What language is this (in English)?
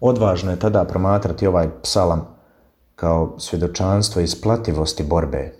Croatian